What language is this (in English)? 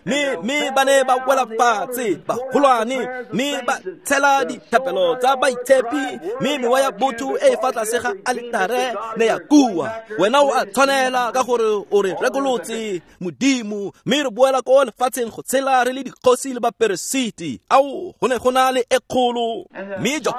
Tswana